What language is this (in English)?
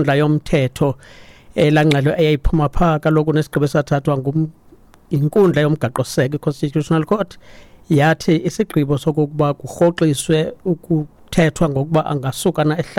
Xhosa